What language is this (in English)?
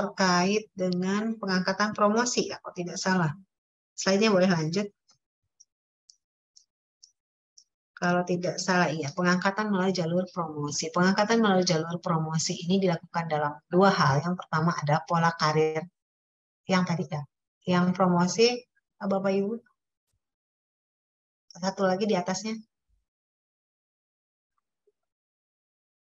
Indonesian